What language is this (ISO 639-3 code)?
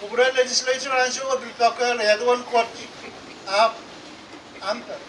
pon